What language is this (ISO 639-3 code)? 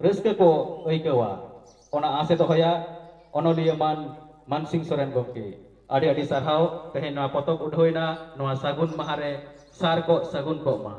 sat